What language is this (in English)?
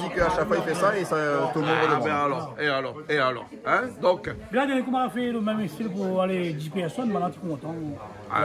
Réunion Creole French